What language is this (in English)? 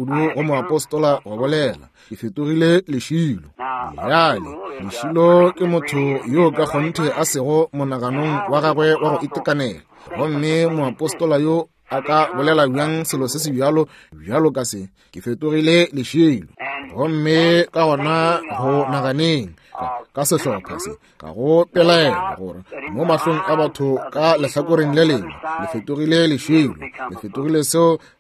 Northern Sotho